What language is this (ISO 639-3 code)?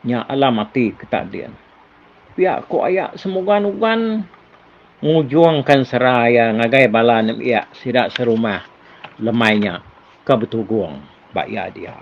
iba